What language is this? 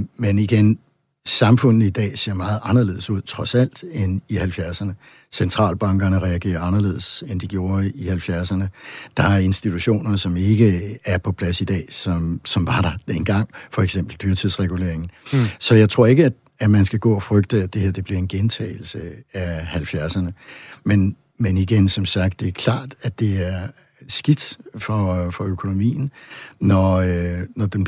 Danish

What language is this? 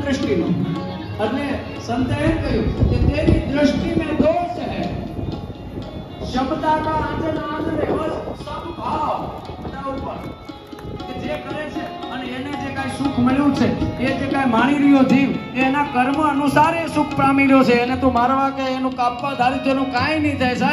Gujarati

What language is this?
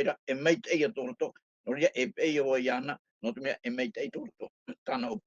Tahitian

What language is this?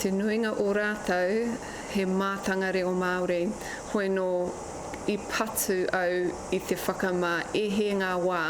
Māori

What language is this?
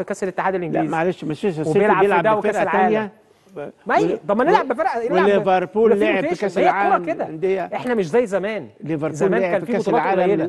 Egyptian Arabic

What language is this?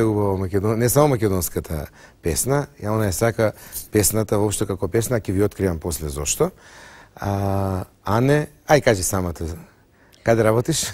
Macedonian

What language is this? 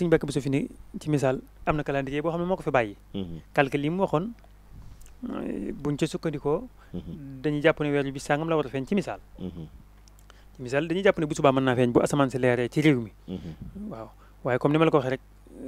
Wolof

